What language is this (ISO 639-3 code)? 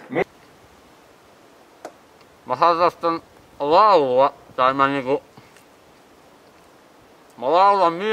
fin